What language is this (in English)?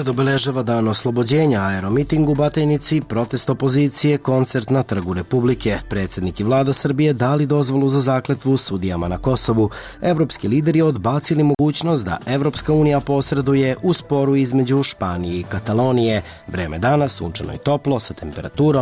Serbian